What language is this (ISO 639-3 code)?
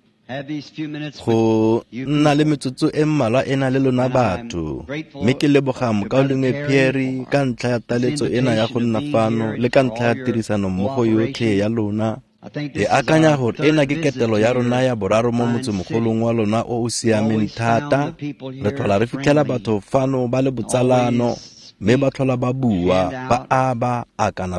tsn